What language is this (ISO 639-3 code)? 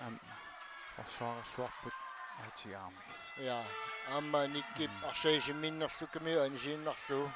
kal